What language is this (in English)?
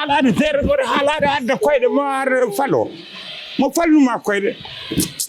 Fula